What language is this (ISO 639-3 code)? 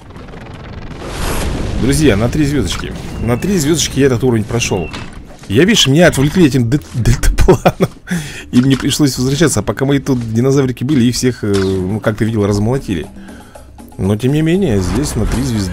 rus